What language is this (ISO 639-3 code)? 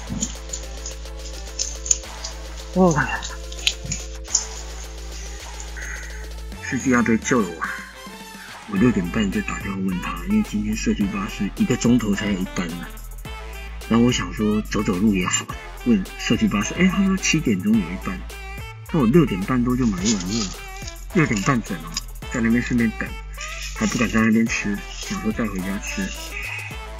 zho